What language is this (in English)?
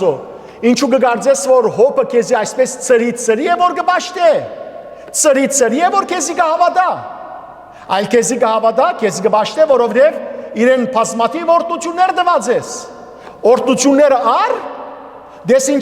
Western Armenian